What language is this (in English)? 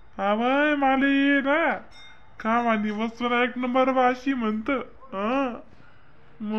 Khandesi